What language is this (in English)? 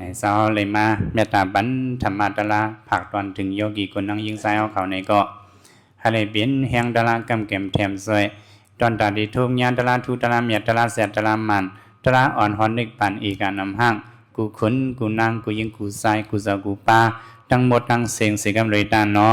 Shan